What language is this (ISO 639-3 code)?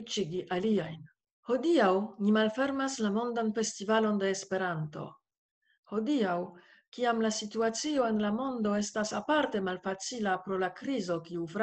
epo